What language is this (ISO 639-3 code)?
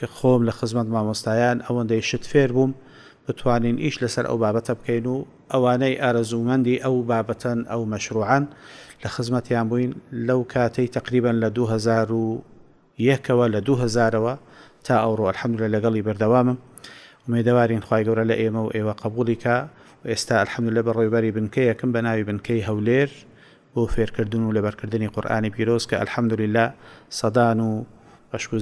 ckb